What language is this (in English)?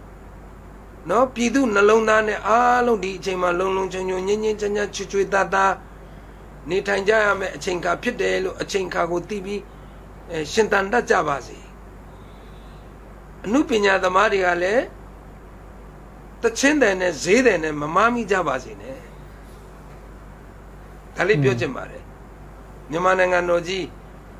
Burmese